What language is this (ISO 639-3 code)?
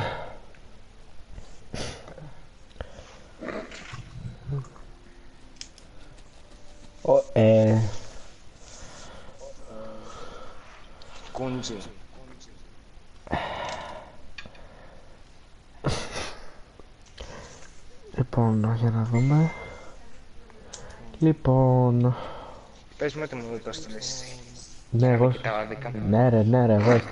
ell